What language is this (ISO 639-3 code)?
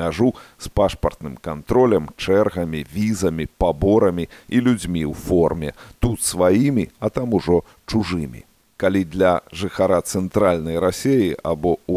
bel